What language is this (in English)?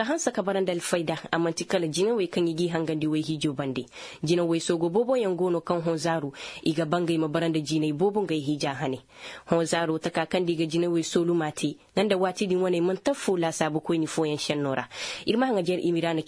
Zarma